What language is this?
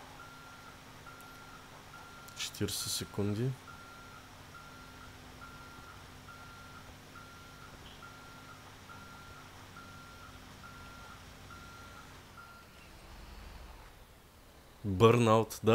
Bulgarian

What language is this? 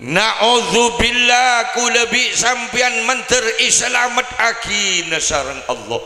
Madurese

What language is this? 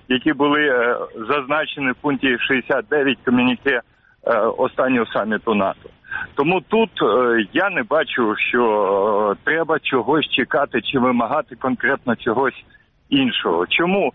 Ukrainian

